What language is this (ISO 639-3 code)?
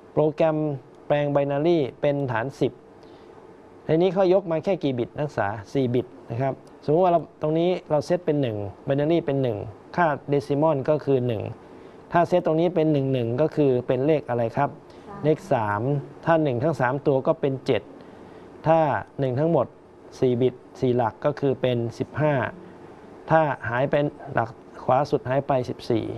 tha